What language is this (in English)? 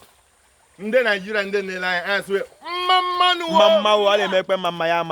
Igbo